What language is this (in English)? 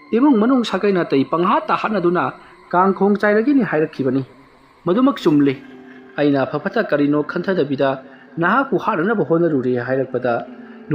Manipuri